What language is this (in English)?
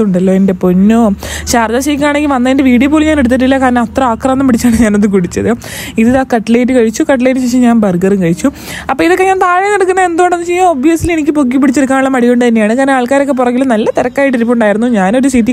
Malayalam